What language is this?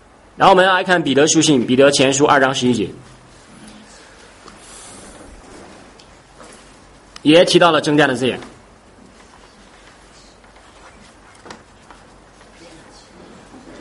Chinese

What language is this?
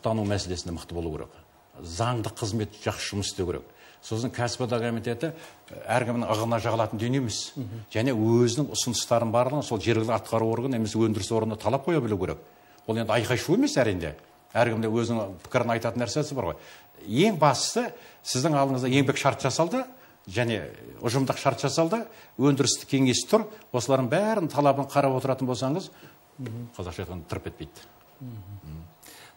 Kazakh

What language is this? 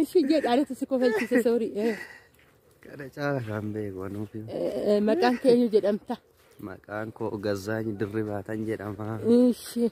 Oromo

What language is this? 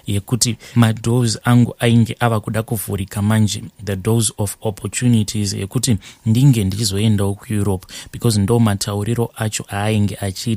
Shona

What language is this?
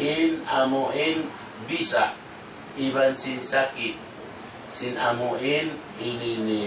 Tausug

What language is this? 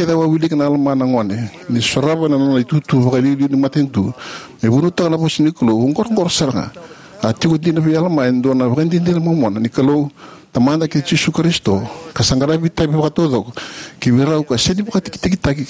Fijian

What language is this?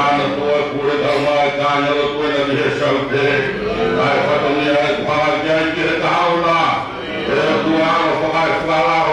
Tongan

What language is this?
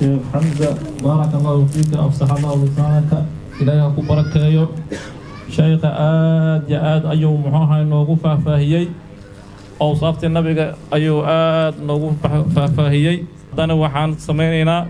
Somali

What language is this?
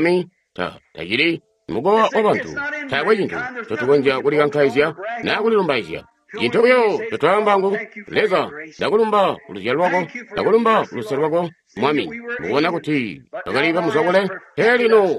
Tonga (Zambia)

